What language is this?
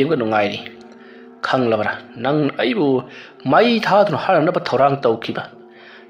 Manipuri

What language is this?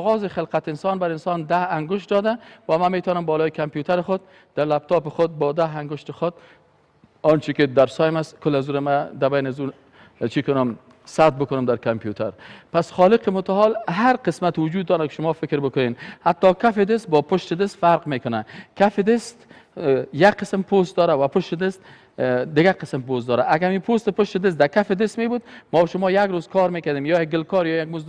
Persian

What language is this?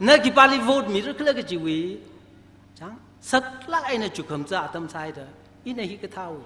Tangkhul Naga (India)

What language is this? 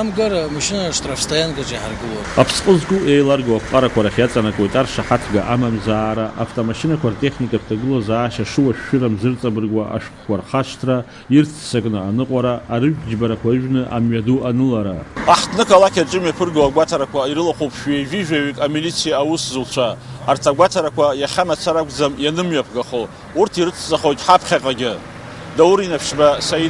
Abkhazian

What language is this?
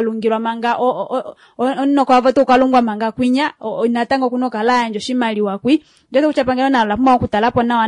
Kuanyama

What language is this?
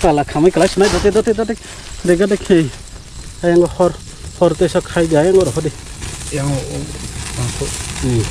Kok Borok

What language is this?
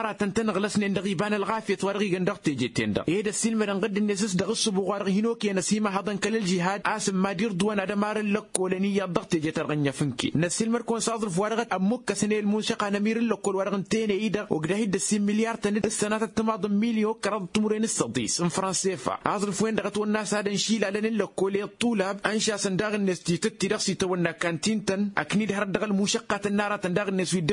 Tamasheq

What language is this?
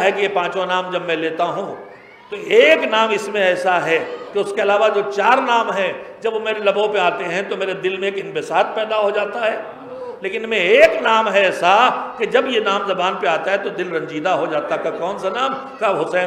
Urdu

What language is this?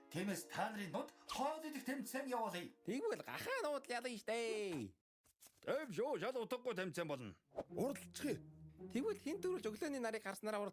Mongolian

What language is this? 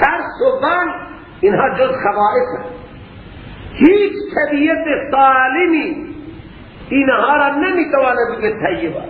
Persian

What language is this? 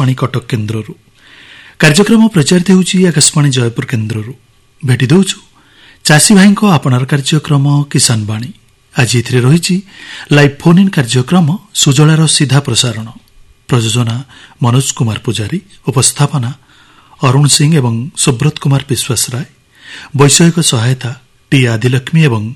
Odia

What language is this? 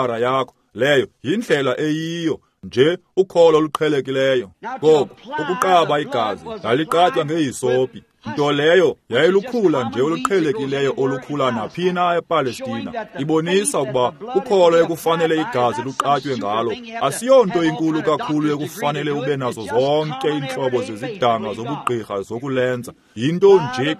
Xhosa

